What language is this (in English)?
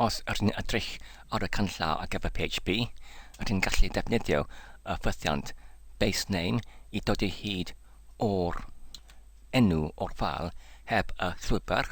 Welsh